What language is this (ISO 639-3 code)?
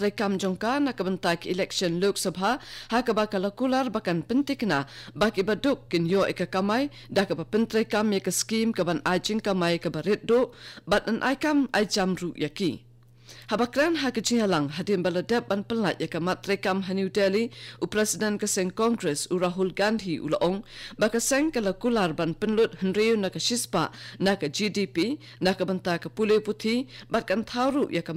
kha